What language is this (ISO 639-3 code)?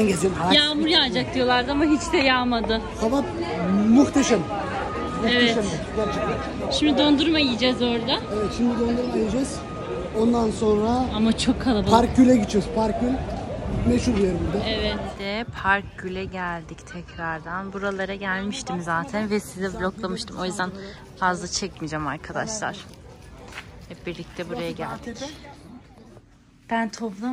tur